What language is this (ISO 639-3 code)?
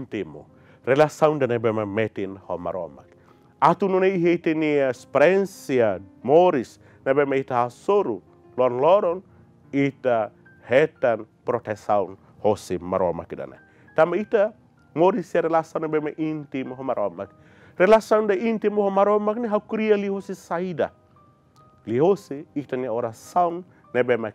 tet